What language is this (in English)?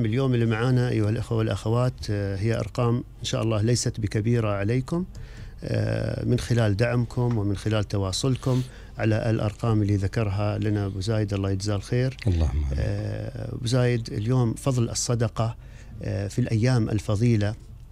Gulf Arabic